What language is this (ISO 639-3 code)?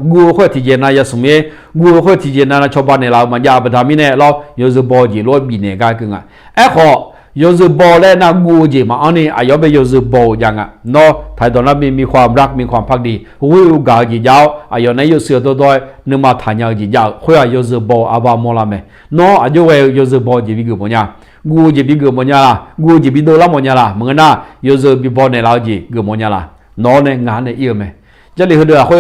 ahk